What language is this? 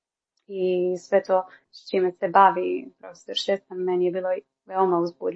Croatian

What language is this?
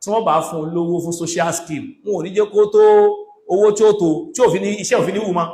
Yoruba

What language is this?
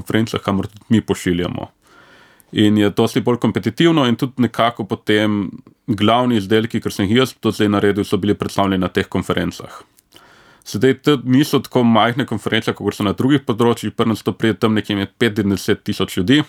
Slovenian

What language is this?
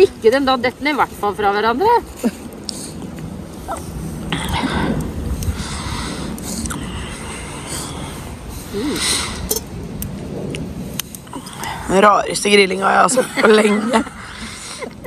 Norwegian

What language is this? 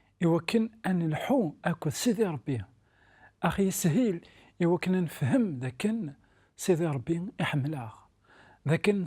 Kabyle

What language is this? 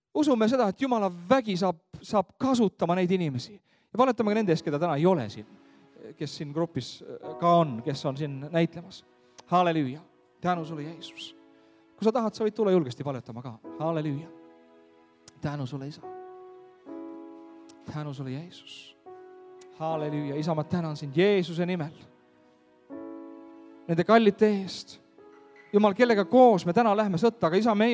Estonian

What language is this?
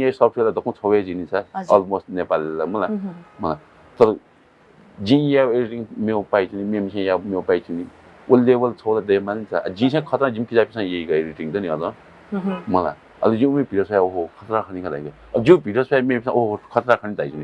Newari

